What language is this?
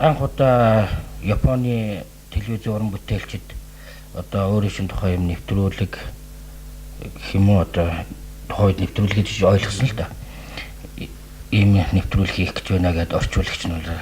Mongolian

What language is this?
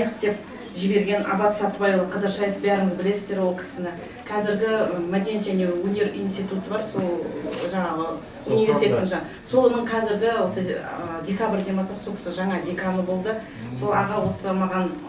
Kazakh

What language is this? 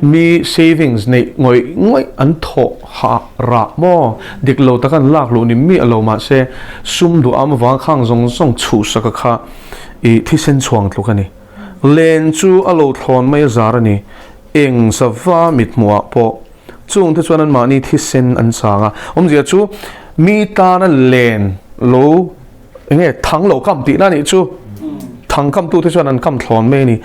Mizo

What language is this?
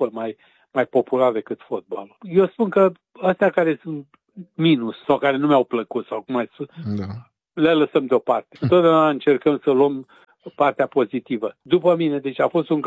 Romanian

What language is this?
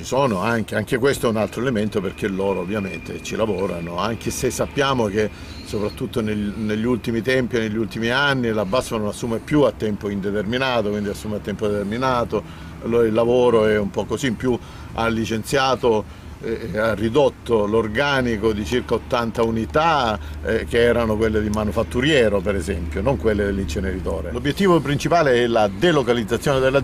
Italian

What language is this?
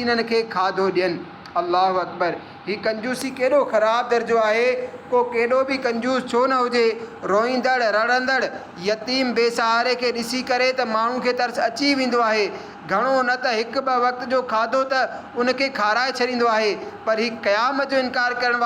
Sindhi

